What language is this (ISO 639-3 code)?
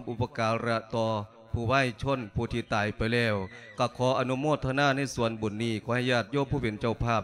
lao